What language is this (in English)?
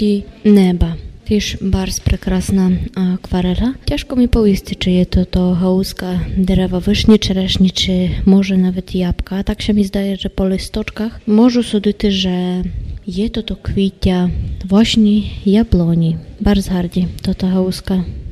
Rusyn